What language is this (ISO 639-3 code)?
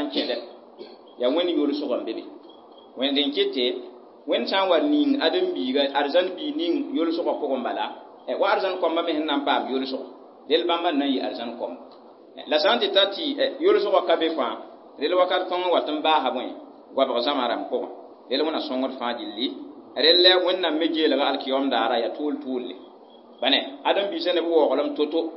mos